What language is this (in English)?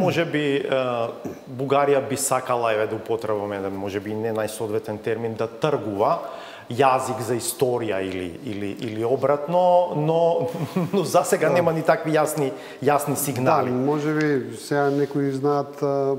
Macedonian